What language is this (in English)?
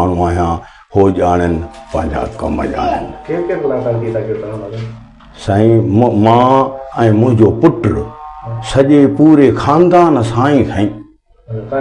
Sindhi